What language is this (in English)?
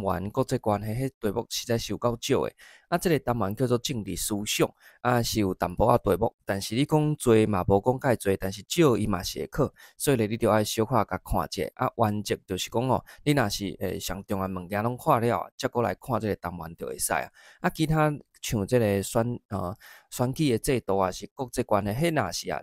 Min Nan Chinese